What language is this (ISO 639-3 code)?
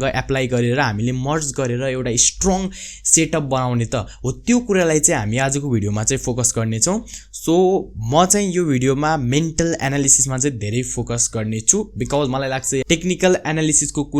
nep